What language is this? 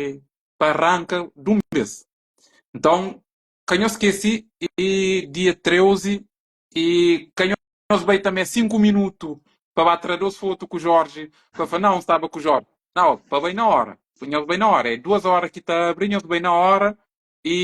Kabuverdianu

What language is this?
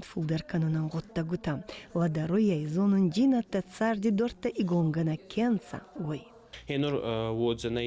Ossetic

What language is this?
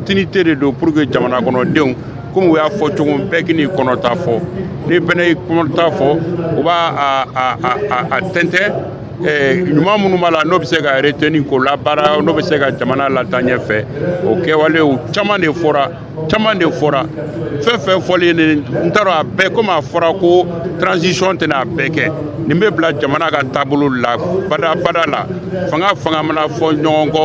Bambara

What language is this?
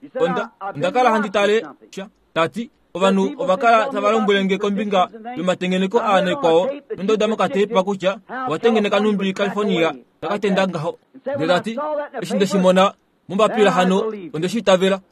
Kuanyama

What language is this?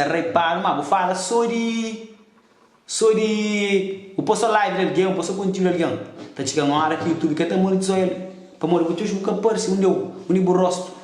Kabuverdianu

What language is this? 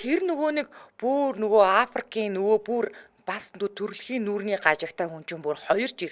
Mongolian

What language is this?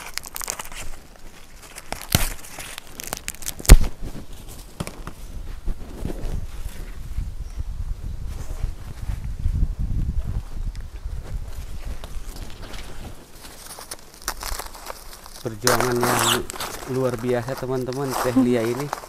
Indonesian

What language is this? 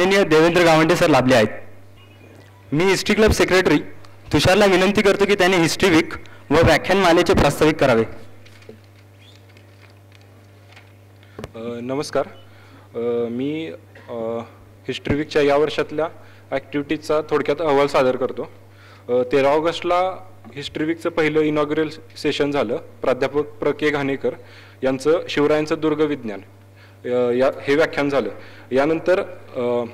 Marathi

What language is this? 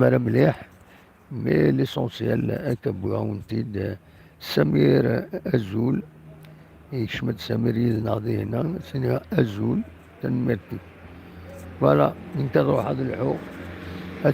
Kabyle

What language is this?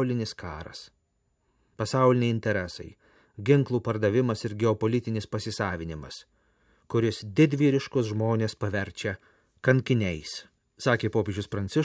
Lithuanian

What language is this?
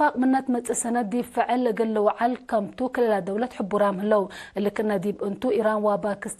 Tigre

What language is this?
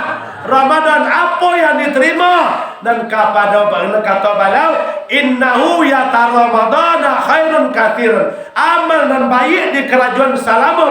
Minangkabau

